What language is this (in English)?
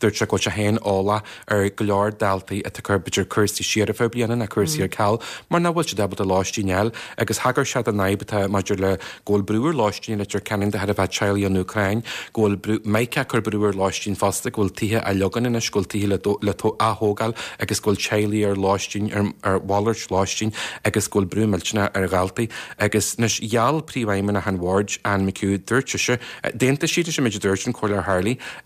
Irish